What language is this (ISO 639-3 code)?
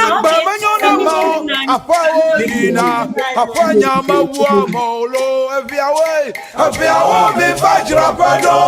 ewe